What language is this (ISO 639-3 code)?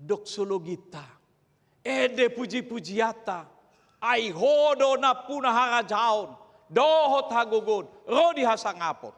bbc